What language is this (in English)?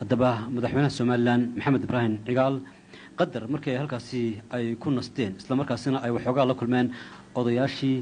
Somali